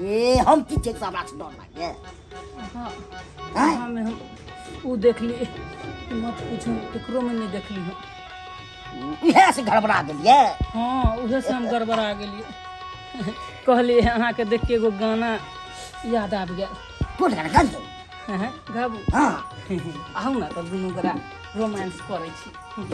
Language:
Maithili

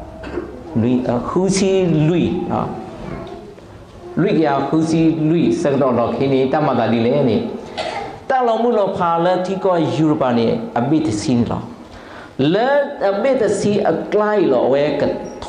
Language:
S'gaw Karen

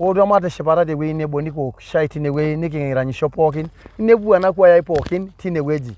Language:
Masai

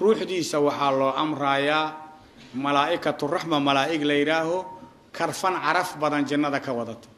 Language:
Somali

